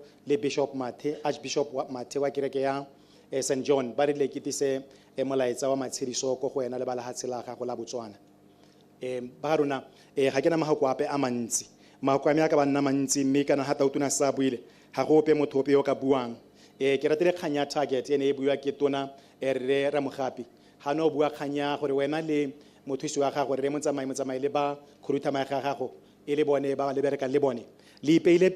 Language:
Tswana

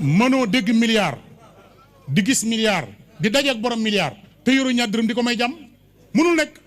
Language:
Wolof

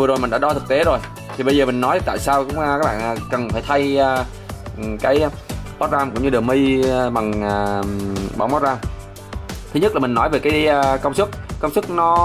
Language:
Vietnamese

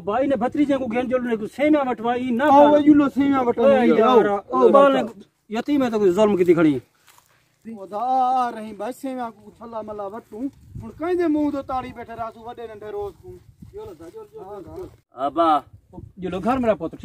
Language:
Saraiki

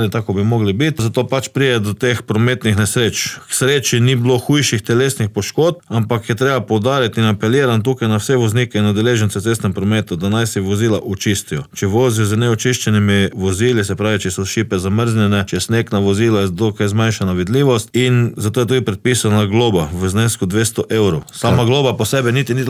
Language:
Slovenian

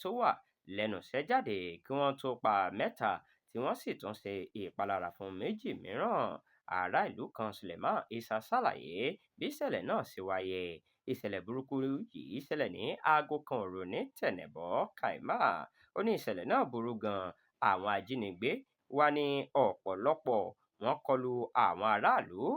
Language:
Yoruba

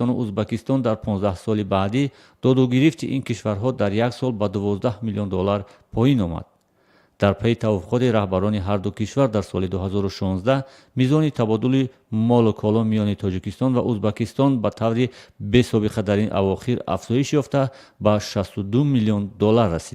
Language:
Tajik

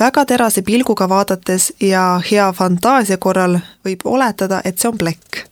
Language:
Estonian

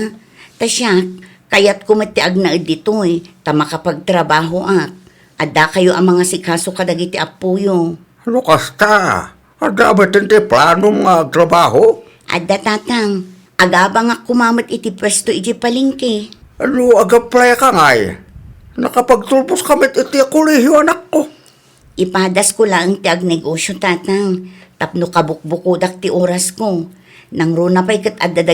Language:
Iloko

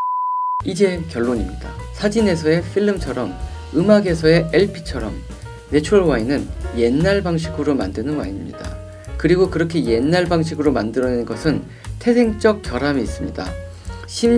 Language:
Korean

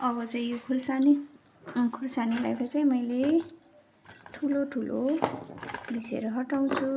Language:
Nepali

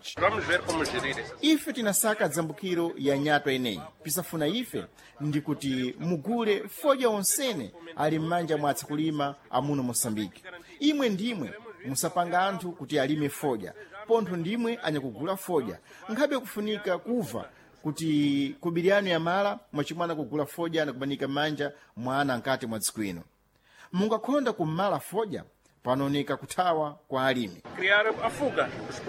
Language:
Sena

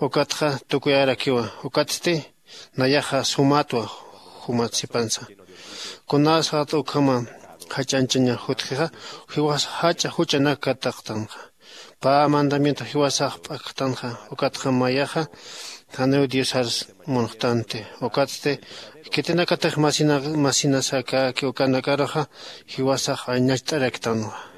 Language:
Aymara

